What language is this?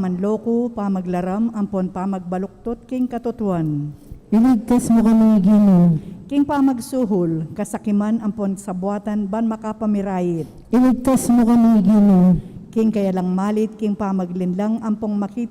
Pampanga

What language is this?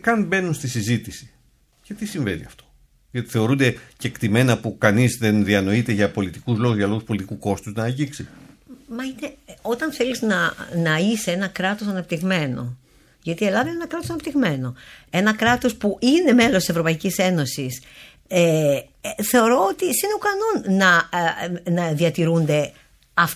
Greek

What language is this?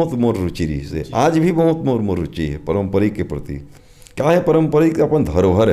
Chhattisgarhi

